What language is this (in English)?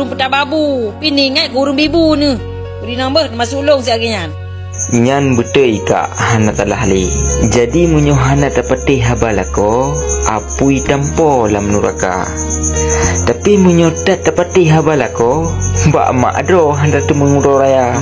Achinese